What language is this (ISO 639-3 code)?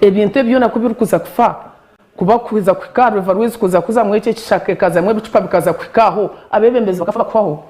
nyn